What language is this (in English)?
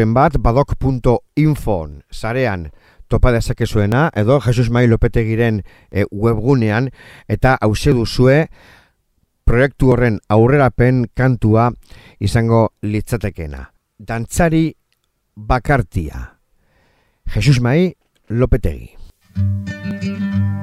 Basque